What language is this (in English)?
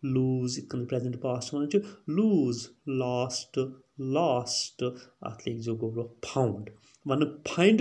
Kashmiri